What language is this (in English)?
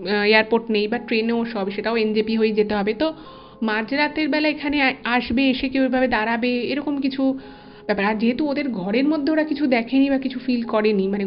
Bangla